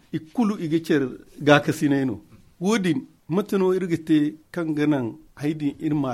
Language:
Zarma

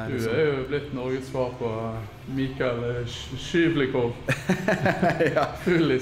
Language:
Norwegian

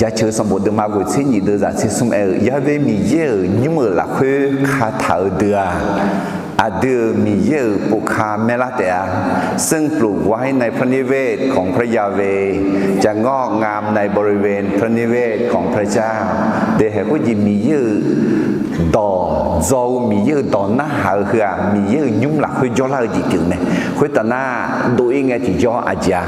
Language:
Akha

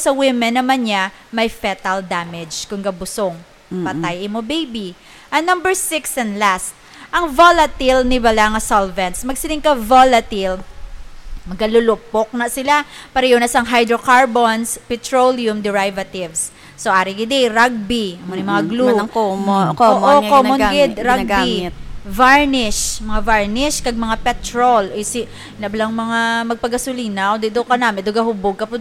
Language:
Hiligaynon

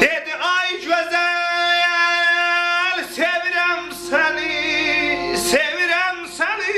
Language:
South Azerbaijani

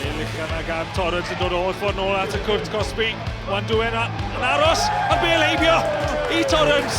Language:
Welsh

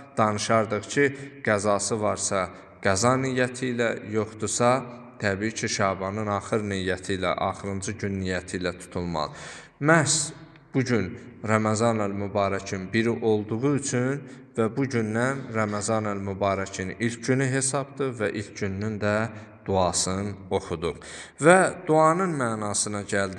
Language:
Azerbaijani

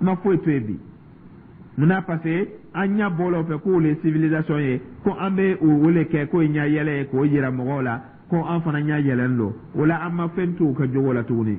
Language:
Dyula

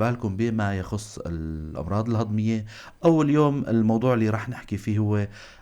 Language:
North Levantine Arabic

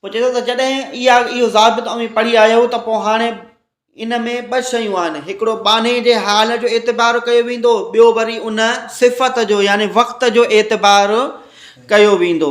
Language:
Sindhi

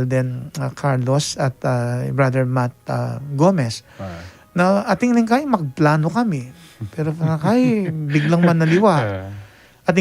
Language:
Pampanga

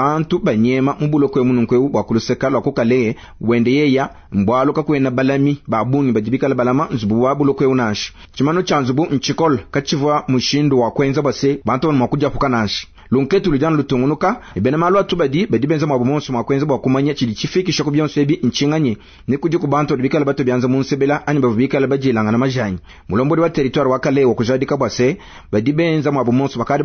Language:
Luba-Lulua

